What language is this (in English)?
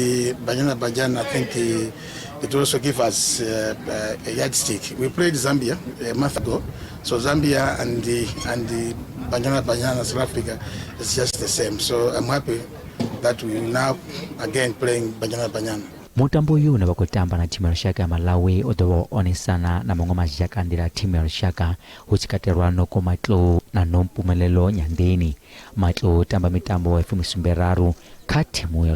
Venda